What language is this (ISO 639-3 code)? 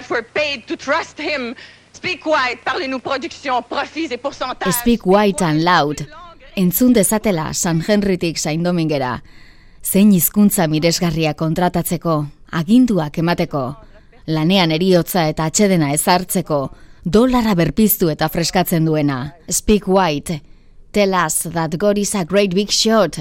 eus